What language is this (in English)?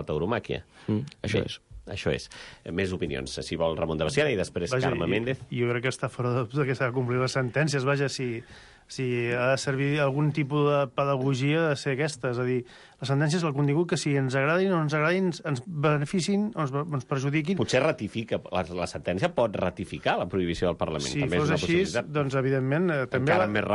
Catalan